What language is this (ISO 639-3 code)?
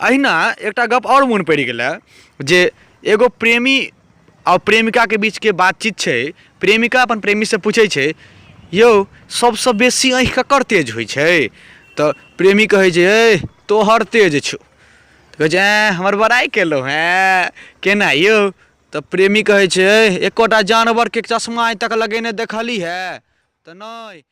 mai